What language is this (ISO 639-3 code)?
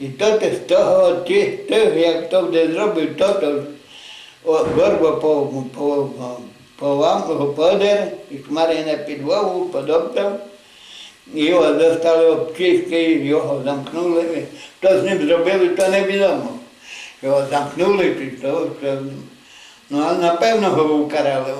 rue